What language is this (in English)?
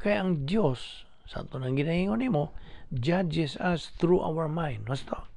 Cebuano